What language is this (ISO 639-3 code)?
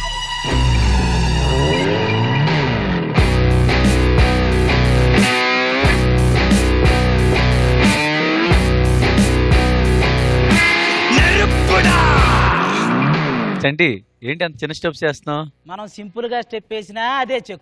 tel